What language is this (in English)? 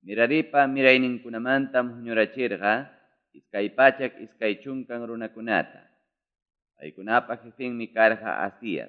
Ayacucho Quechua